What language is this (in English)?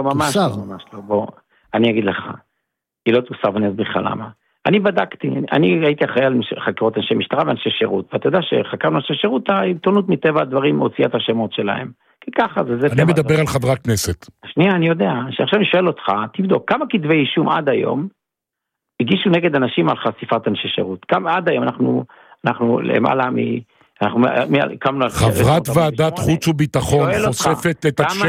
Hebrew